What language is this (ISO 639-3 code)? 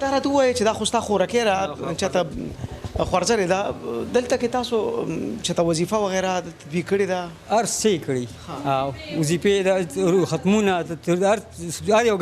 pus